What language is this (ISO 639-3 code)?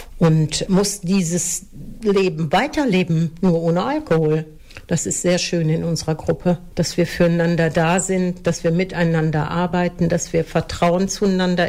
deu